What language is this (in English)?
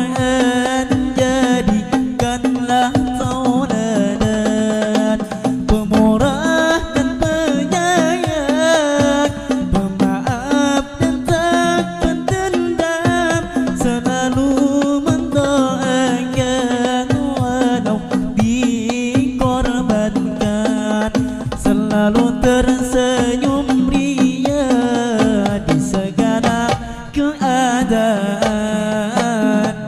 Banjar